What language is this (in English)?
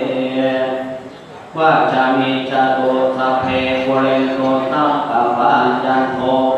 Pali